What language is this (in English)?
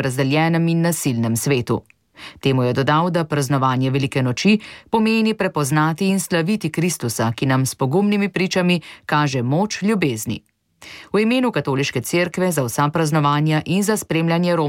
Slovenian